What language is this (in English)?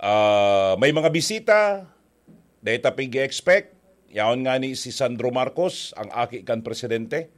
Bikol